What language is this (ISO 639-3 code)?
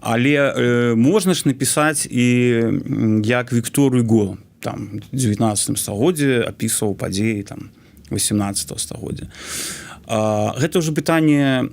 bel